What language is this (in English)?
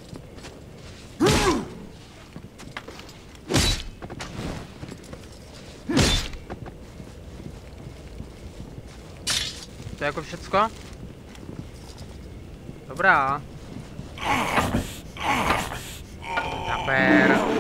Czech